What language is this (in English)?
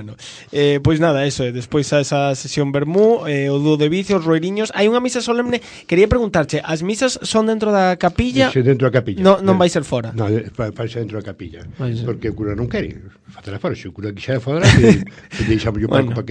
Galician